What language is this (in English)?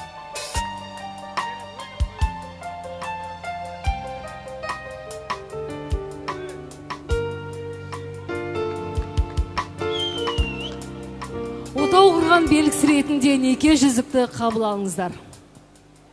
Kazakh